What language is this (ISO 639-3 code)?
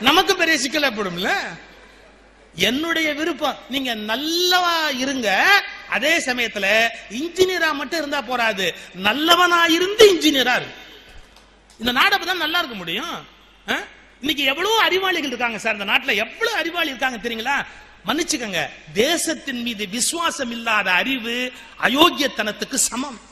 tam